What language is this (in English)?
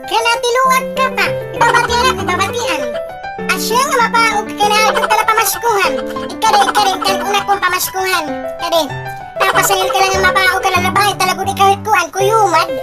Waray